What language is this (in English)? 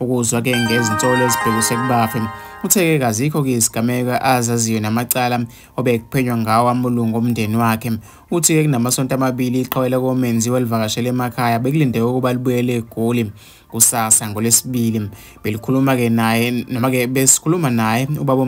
Zulu